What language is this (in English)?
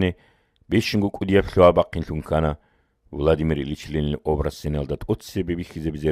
Avaric